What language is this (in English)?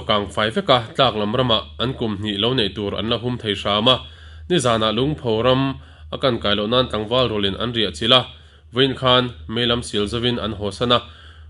Mizo